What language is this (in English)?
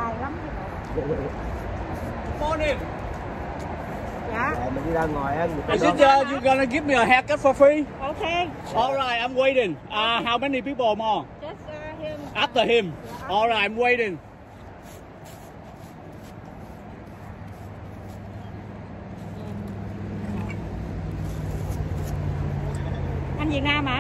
Vietnamese